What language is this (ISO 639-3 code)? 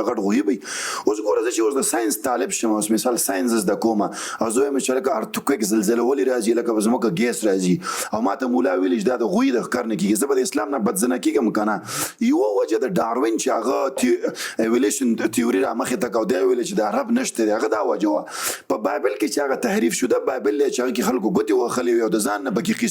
pus